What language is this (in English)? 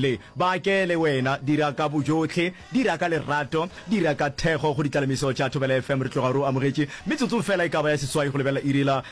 Northern Sotho